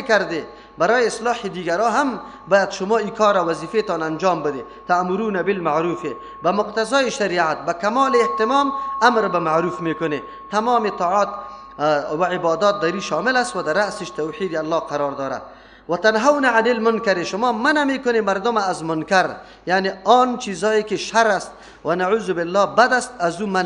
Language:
Persian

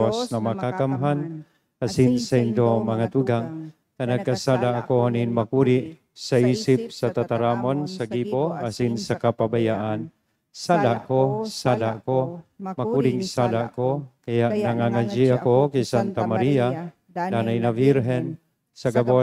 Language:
Bikol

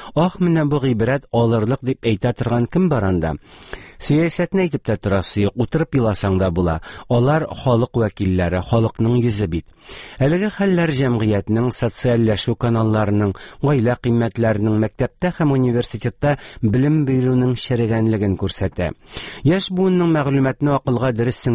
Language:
Tatar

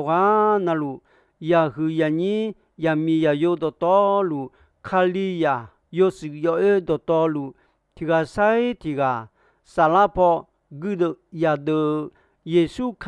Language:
Akha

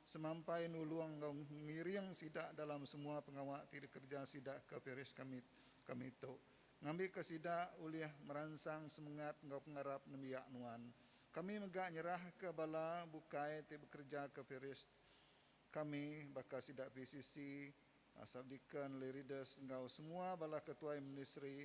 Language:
Iban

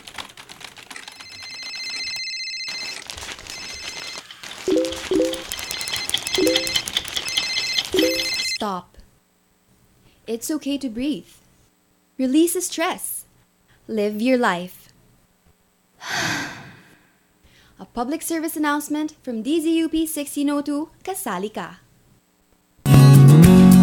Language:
Filipino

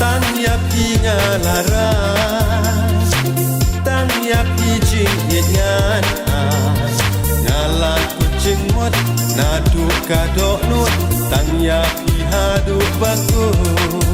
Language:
Khasi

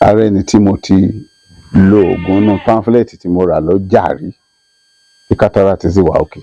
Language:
Yoruba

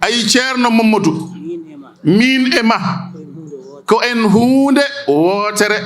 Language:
Fula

